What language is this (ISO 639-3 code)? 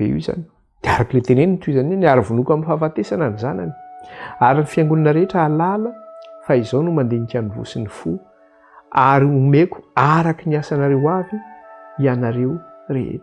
mlg